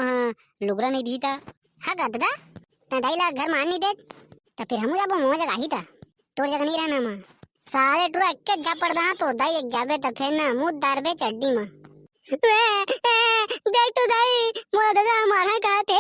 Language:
Chhattisgarhi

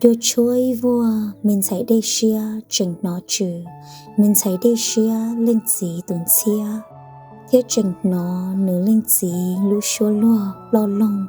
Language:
Hmong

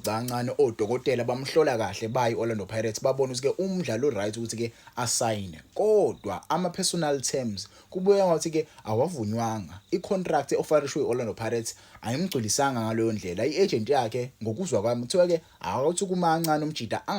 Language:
Zulu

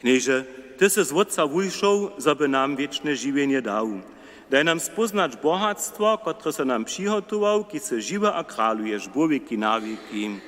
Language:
Upper Sorbian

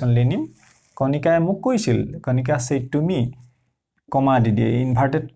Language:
Assamese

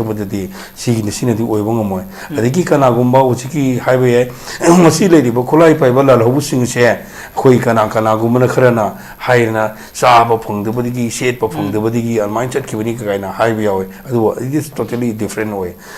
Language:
Manipuri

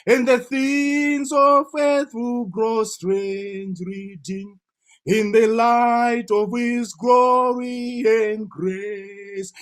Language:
English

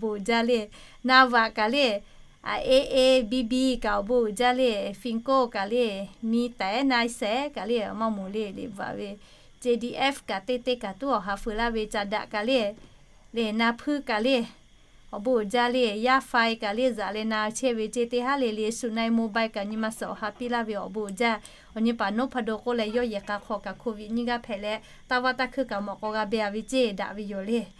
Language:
Lahu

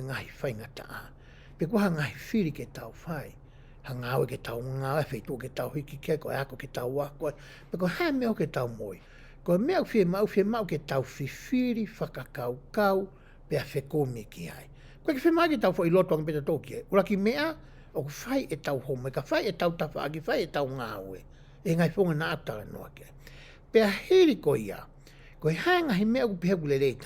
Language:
Tongan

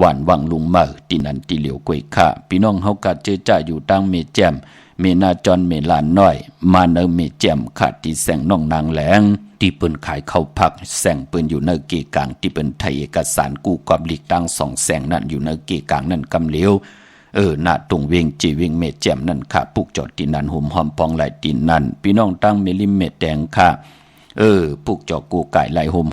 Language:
Shan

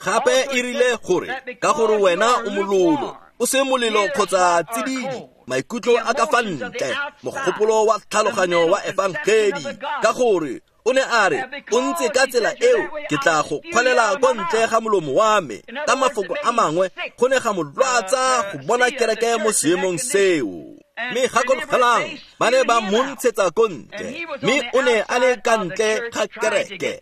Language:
Tswana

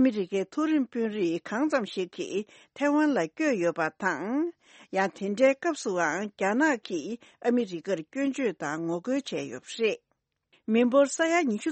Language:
Tibetan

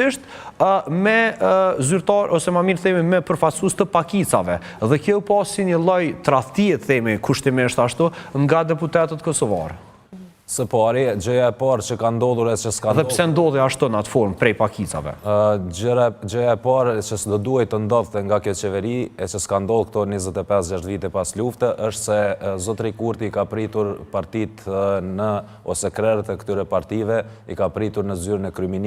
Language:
Albanian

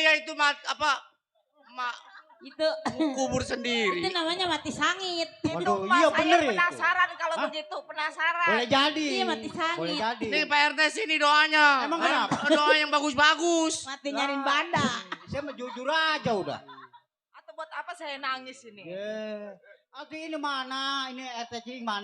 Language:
Betawi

